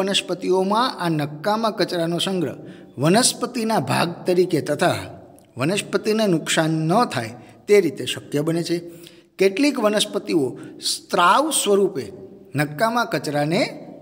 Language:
Gujarati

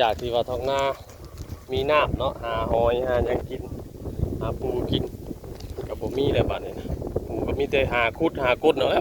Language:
Northeastern Thai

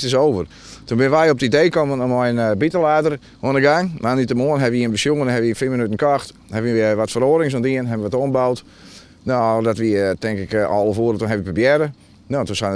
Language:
Western Frisian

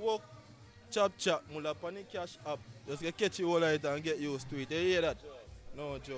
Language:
Jamaican Creole English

